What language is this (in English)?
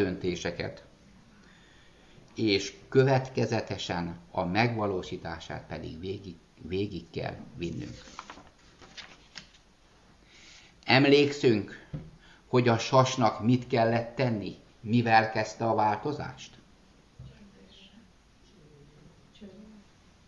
Hungarian